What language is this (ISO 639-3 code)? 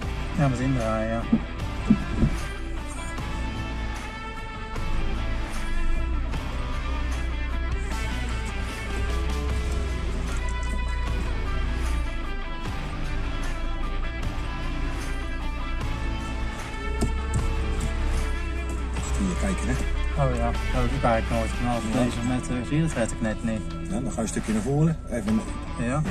nld